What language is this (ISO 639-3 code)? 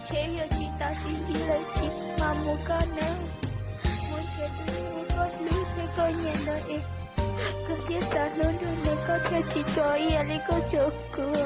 hmn